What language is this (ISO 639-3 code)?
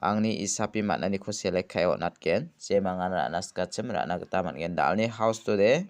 grt